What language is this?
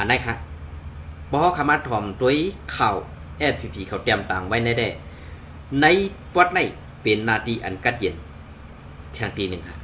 Shan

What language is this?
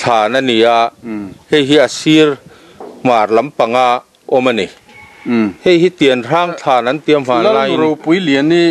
Mizo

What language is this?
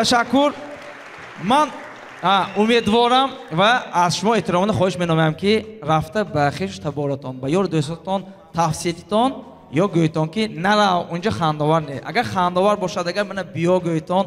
Tajik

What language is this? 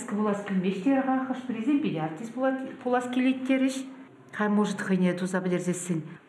Chuvash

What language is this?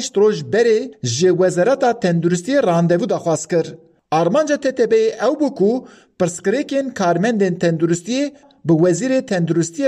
Kurdish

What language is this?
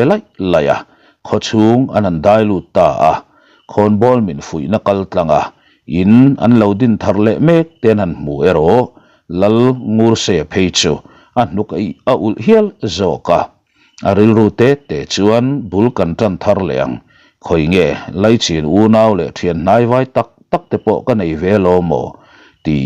Mizo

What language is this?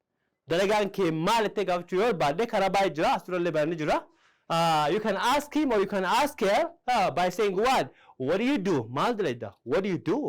Oromo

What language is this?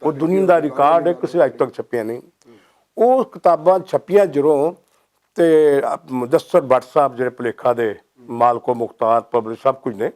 Western Panjabi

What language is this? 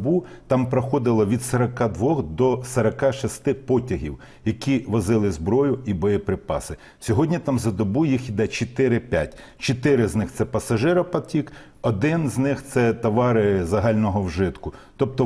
Ukrainian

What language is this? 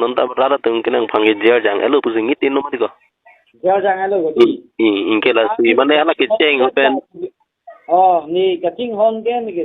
Karbi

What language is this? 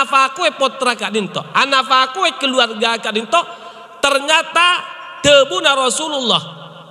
Madurese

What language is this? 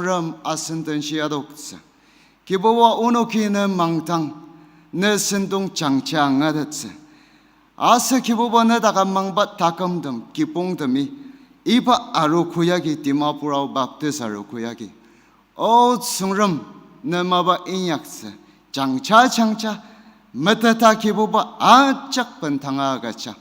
Ao Naga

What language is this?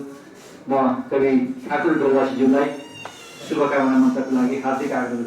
Nepali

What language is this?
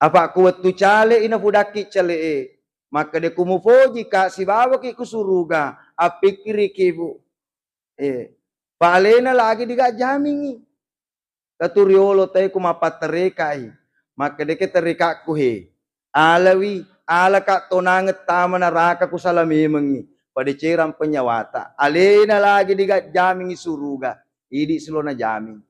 Buginese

